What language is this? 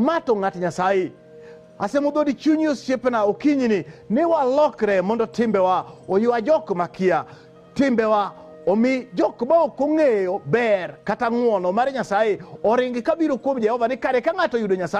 Luo (Kenya and Tanzania)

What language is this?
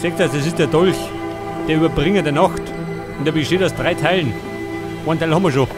Bavarian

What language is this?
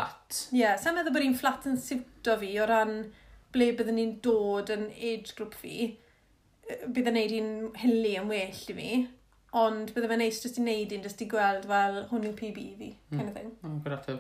Welsh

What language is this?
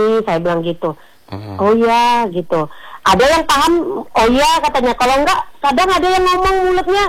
Indonesian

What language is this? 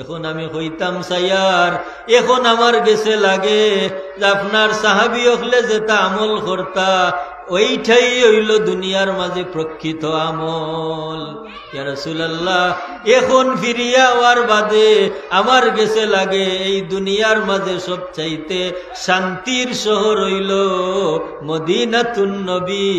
Sylheti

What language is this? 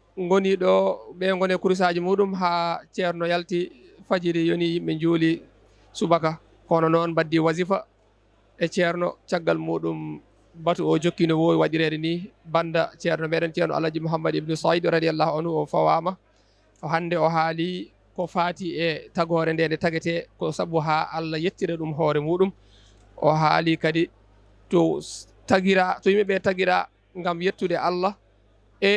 Fula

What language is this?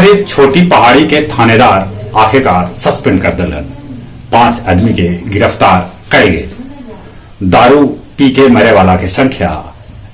Magahi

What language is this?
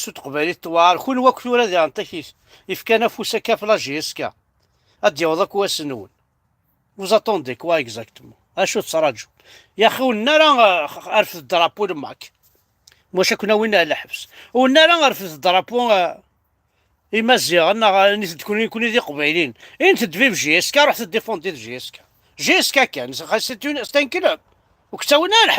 Kabyle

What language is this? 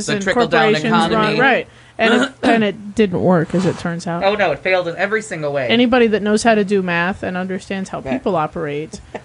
English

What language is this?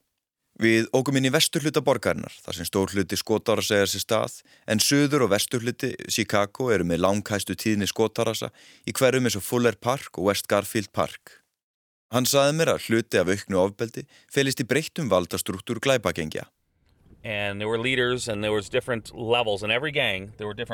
Icelandic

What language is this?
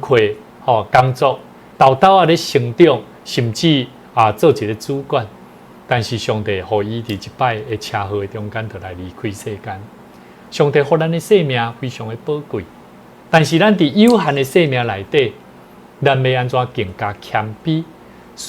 Min Nan Chinese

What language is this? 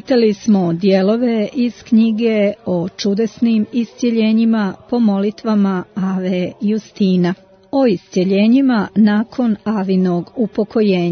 Croatian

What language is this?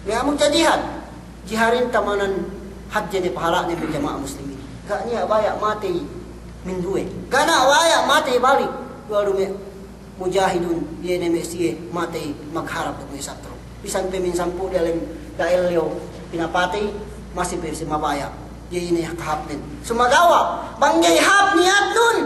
Yakan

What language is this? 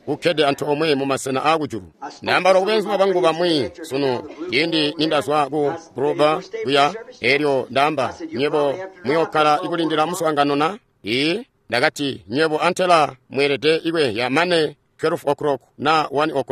Tonga (Zambia)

